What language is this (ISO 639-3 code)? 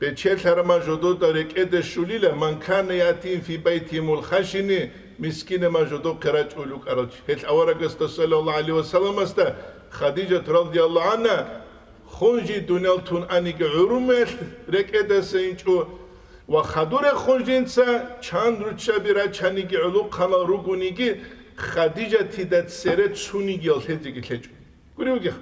ava